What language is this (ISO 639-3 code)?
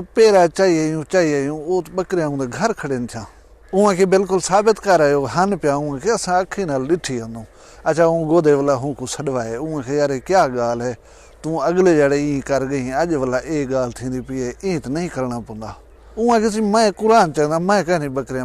skr